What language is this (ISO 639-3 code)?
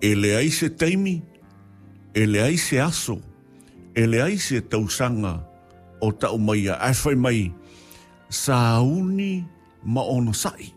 smo